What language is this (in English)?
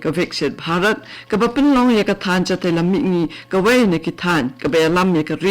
Khasi